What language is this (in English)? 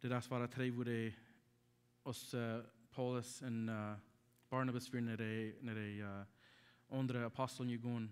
Plautdietsch